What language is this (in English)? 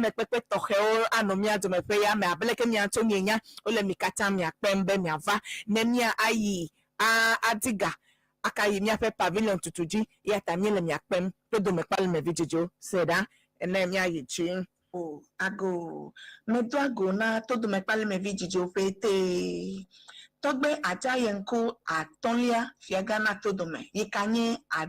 Ewe